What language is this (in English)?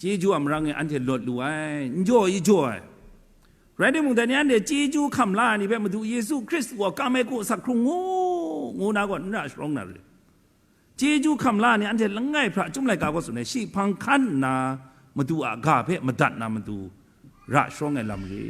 Kachin